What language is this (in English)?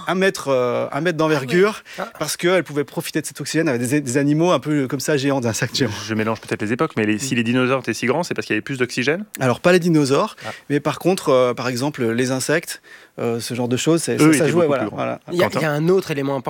French